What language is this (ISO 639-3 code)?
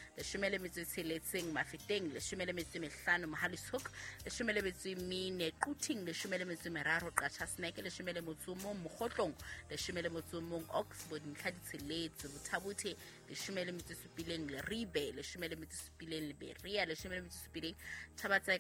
sot